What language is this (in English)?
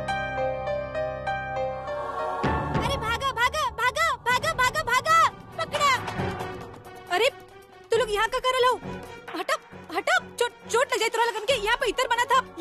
Bhojpuri